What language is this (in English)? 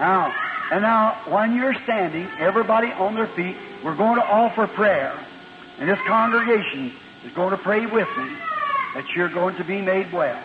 Makhuwa